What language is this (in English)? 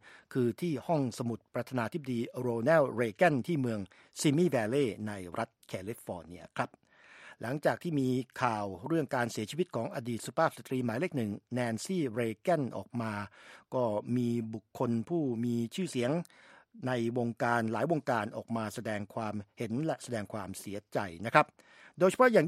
Thai